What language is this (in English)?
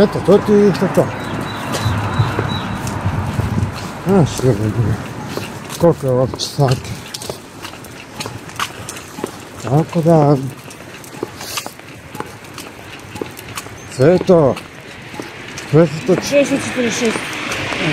Croatian